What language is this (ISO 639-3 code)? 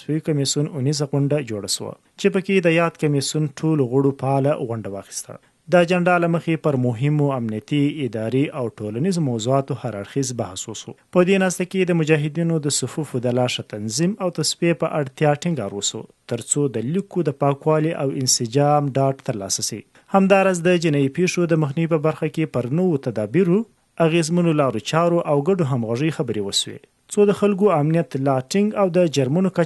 pus